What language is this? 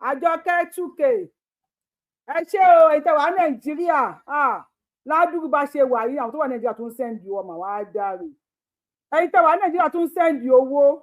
Yoruba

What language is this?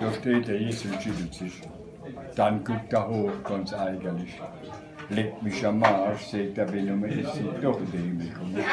Palatine German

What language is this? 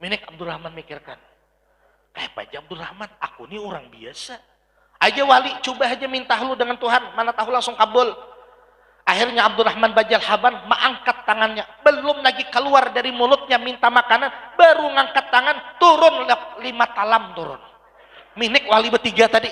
Banjar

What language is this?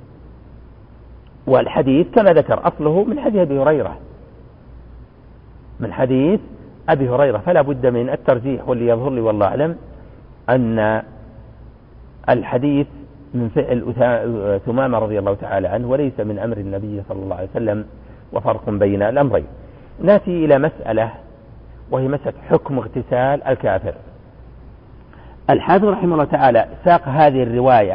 Arabic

